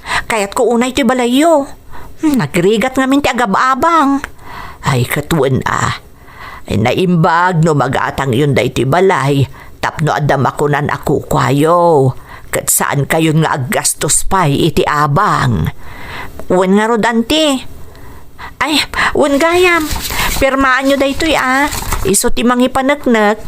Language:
Iloko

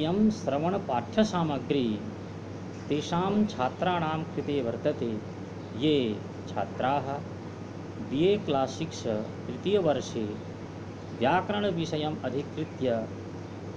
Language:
Sanskrit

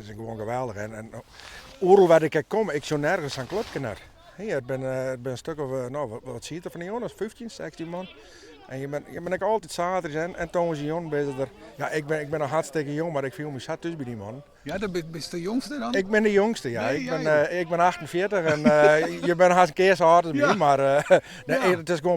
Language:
Western Frisian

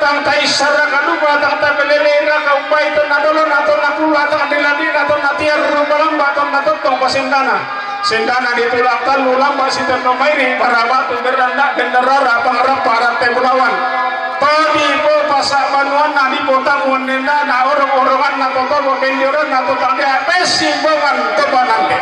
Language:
Toraja-Sa'dan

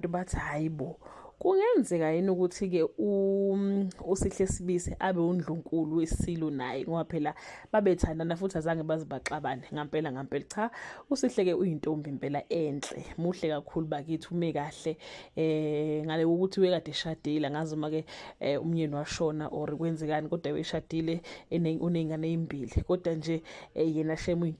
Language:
Zulu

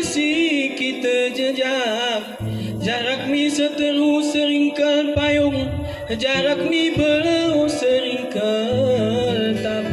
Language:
Gayo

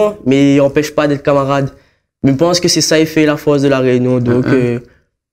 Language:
Réunion Creole French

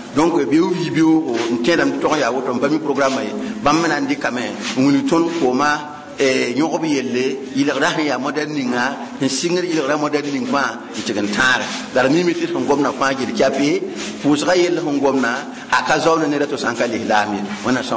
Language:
Mossi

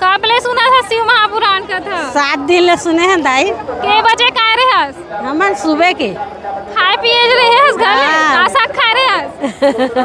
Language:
Chhattisgarhi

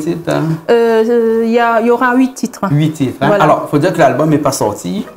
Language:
Réunion Creole French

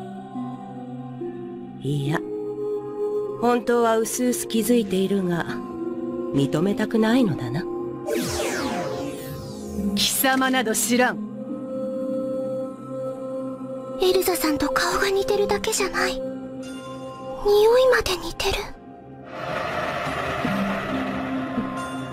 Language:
Japanese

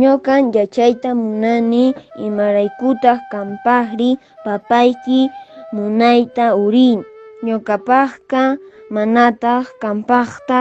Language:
Quechua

